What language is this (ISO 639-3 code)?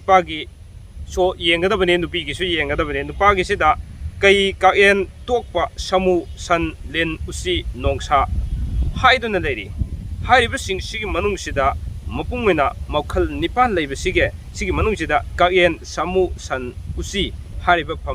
mni